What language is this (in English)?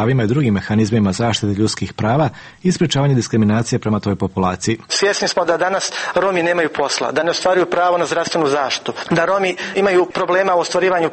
Bosnian